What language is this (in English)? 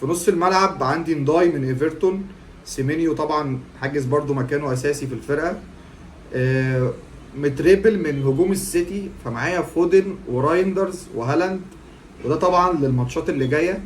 Egyptian Arabic